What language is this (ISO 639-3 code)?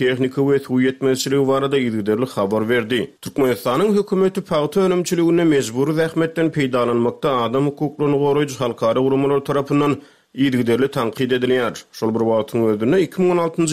tuk